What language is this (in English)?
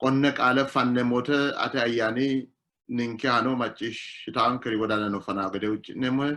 Sidamo